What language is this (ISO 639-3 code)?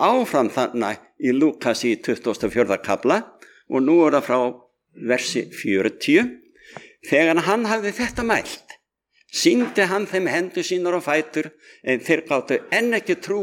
isl